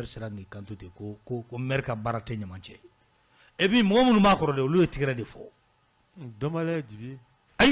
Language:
Bambara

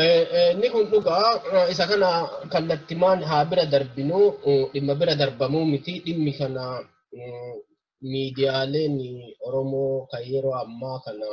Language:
Oromo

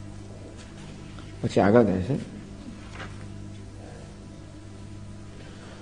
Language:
Gujarati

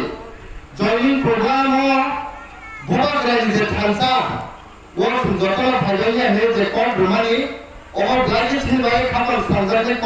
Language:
Kok Borok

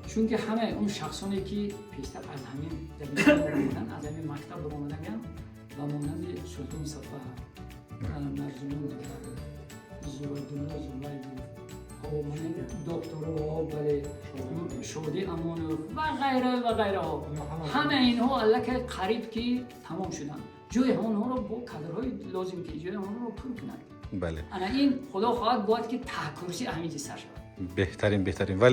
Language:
Tajik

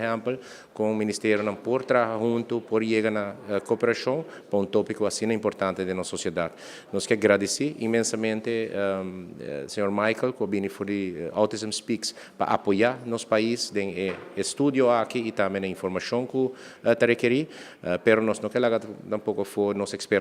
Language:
Papiamento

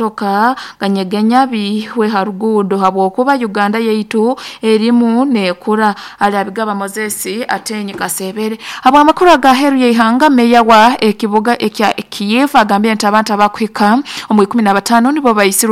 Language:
Nyoro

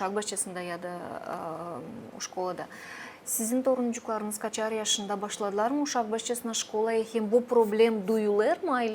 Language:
Gagauz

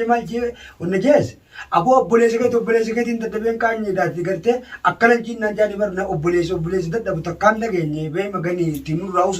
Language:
Oromo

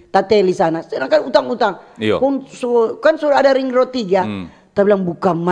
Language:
Manado Malay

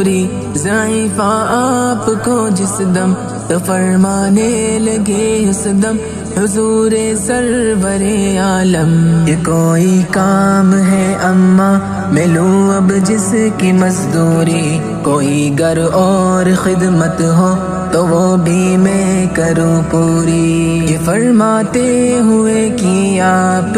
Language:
Urdu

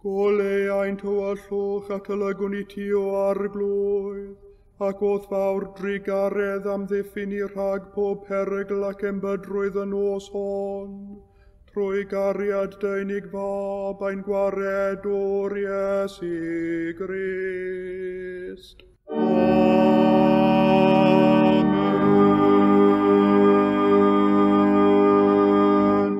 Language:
Welsh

